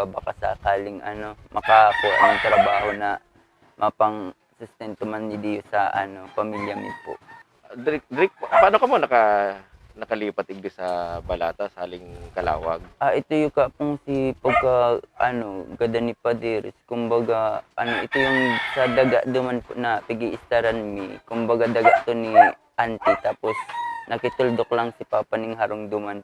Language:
Bikol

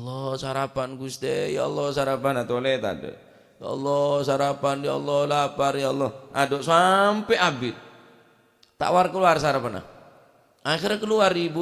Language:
Madurese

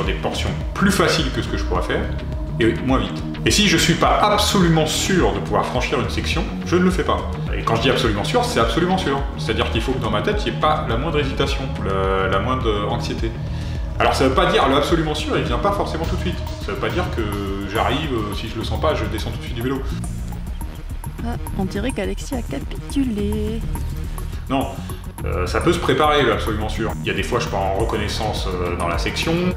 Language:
French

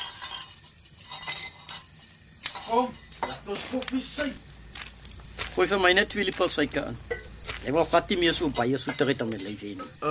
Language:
Afrikaans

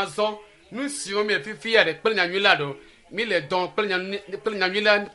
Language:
Ewe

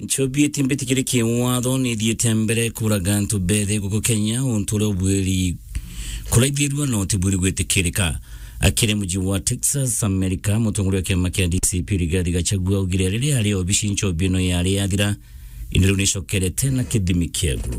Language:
Meru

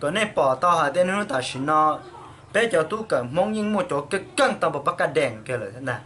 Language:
Hmong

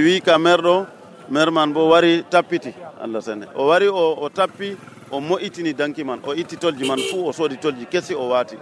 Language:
Nigerian Fulfulde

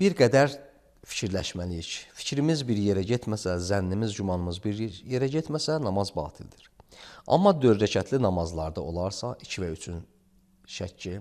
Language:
Azerbaijani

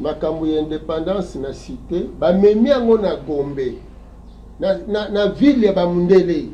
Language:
Lingala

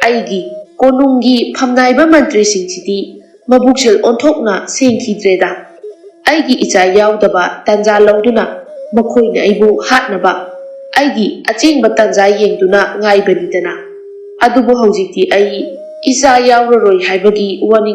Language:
Manipuri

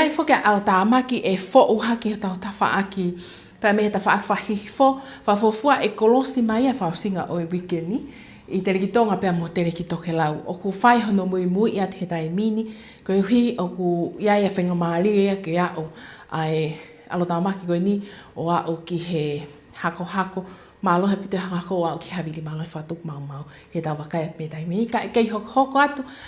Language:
Tongan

